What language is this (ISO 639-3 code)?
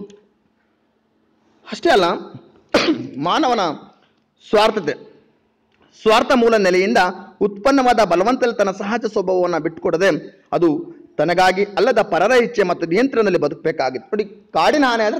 kan